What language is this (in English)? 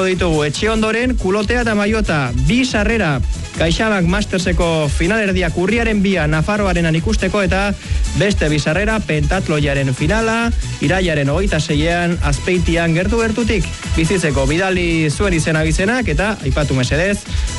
Basque